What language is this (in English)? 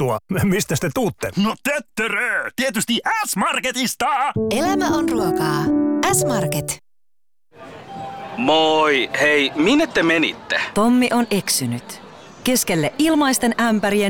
Finnish